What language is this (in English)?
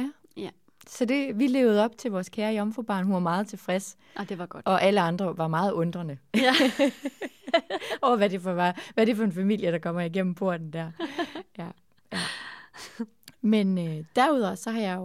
Danish